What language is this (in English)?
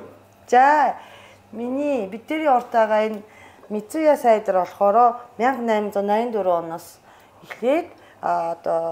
Mongolian